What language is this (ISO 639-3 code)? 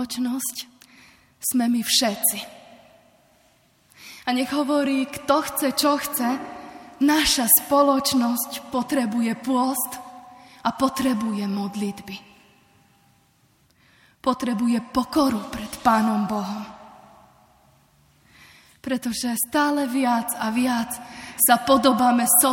slk